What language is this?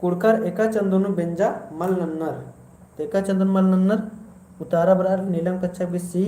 Kurukh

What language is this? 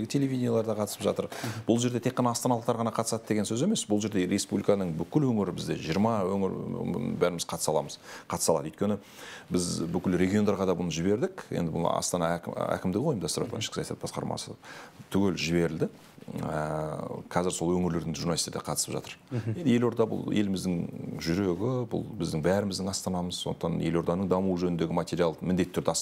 Kazakh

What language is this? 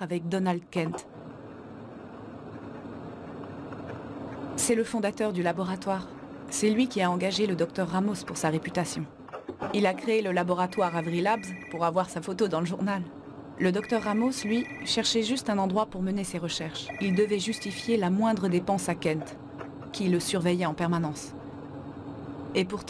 French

